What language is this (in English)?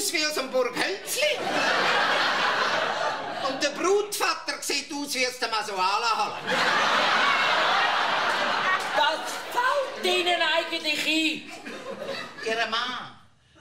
German